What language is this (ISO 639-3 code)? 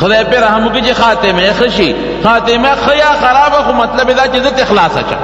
pus